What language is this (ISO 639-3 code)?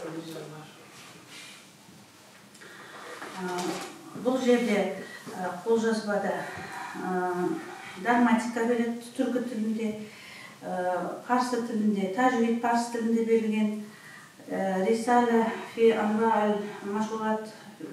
kaz